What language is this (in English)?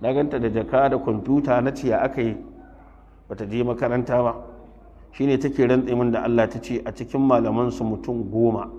Hausa